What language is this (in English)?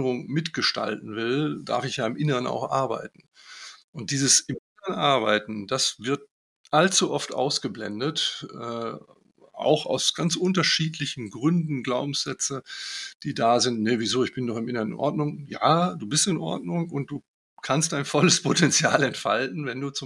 German